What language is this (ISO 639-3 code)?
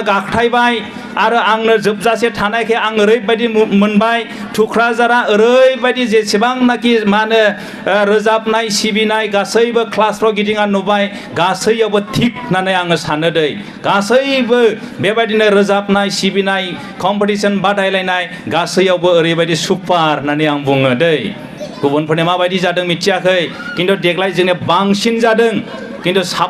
brx